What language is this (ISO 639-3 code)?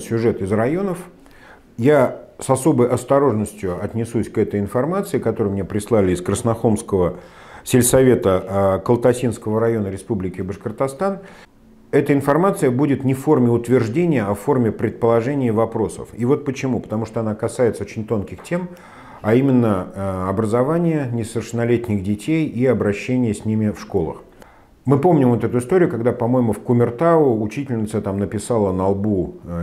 rus